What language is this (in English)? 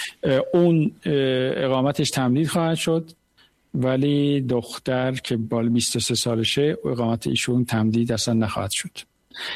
Persian